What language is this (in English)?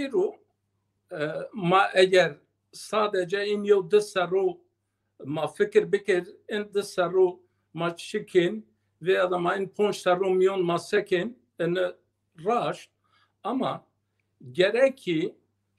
Zaza